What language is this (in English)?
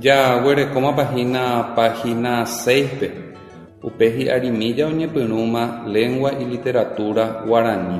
Guarani